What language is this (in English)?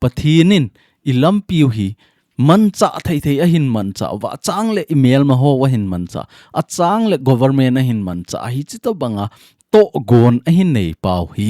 Thado Chin